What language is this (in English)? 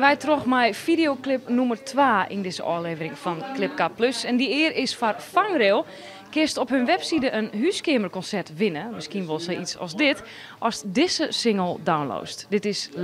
Western Frisian